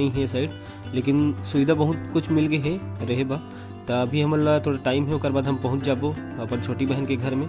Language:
Chhattisgarhi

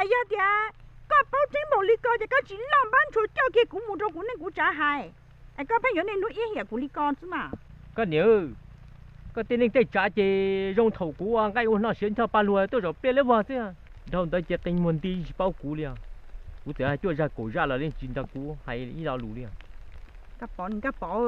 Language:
Hmong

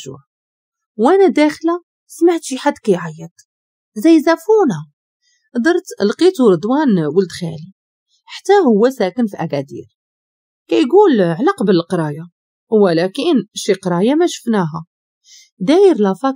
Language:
Moroccan Arabic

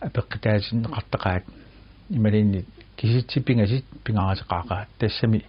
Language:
Kalaallisut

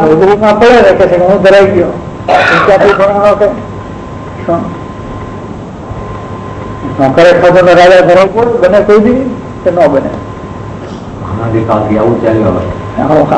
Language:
Gujarati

